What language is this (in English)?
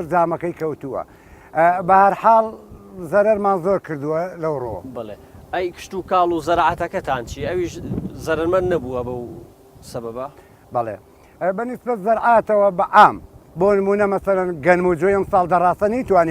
Central Kurdish